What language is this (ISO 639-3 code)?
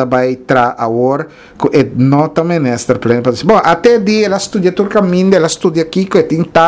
pap